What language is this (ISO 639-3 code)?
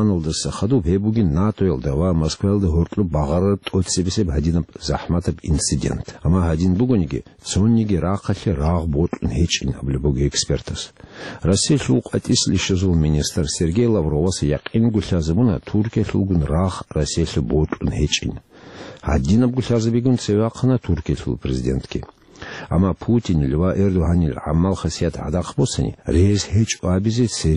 ava